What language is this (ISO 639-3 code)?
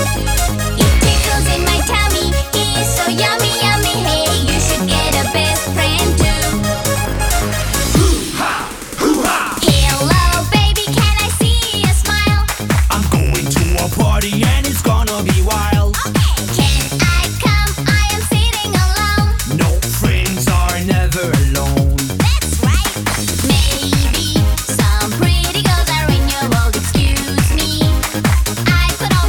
eng